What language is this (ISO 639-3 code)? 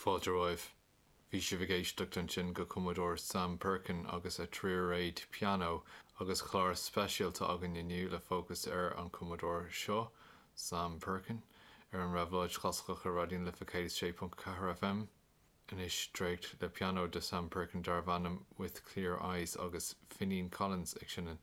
gle